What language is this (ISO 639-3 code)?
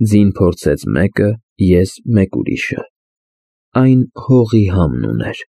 hye